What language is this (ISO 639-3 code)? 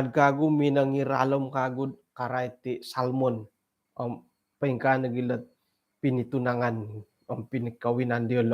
dtp